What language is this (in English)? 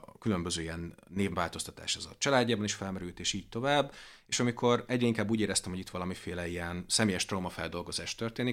Hungarian